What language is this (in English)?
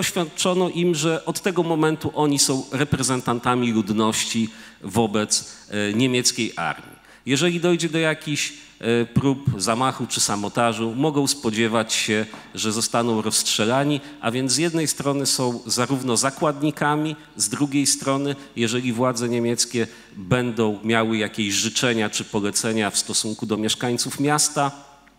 Polish